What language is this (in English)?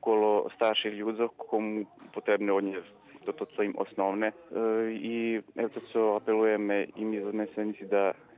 Rusyn